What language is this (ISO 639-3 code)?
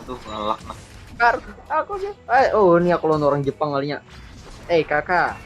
bjn